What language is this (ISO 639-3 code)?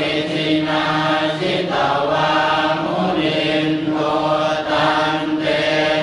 pli